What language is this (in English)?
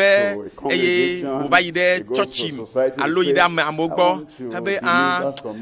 Ewe